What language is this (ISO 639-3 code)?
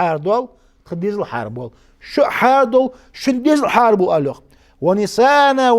inh